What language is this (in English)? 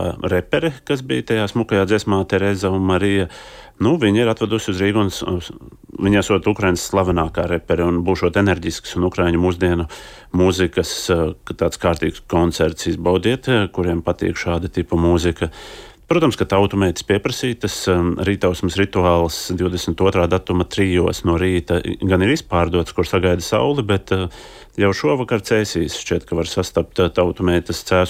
Latvian